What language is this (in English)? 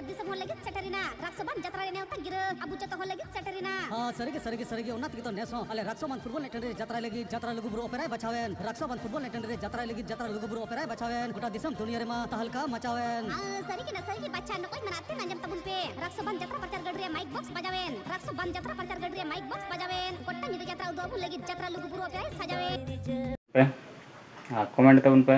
Santali